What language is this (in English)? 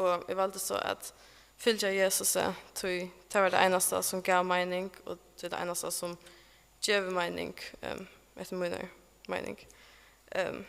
Faroese